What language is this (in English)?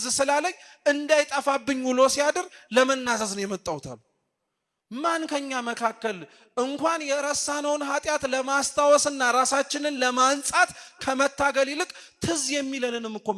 Amharic